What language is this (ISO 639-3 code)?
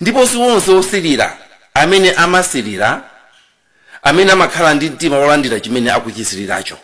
nya